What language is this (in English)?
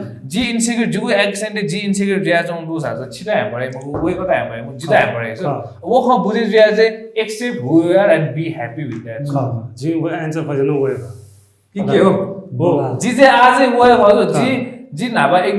Newari